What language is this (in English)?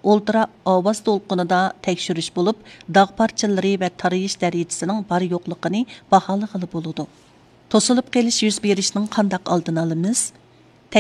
Uyghur